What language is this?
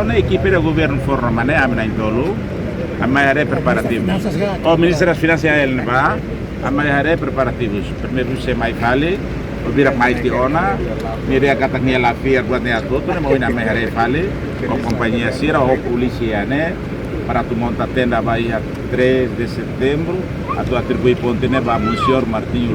Tetum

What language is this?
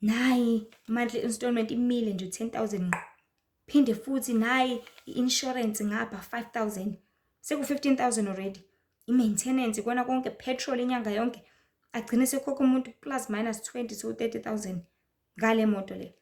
Zulu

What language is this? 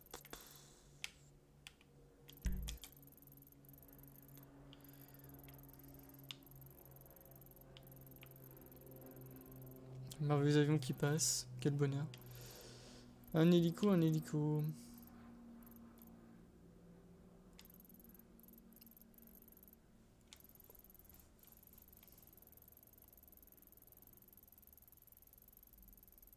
French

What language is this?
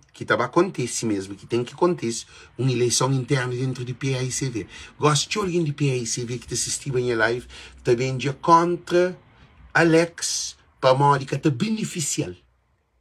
Kabuverdianu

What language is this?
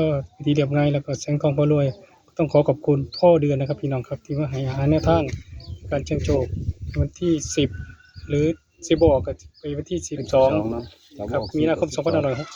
Northeastern Thai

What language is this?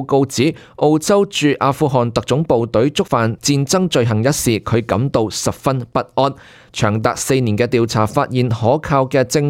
Cantonese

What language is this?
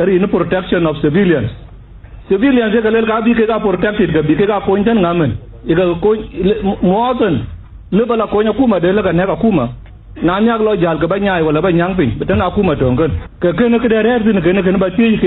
Dinka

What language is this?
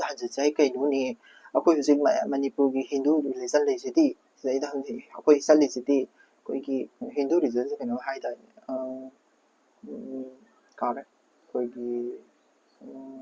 Manipuri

